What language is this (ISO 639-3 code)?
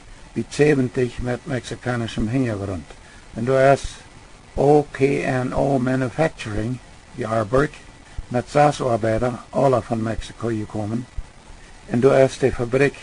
pdt